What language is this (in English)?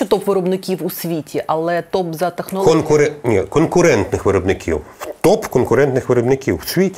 Ukrainian